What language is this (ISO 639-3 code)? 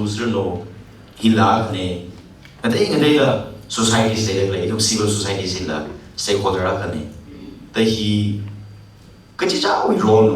nmf